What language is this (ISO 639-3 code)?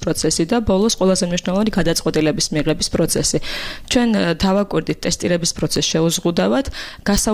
kat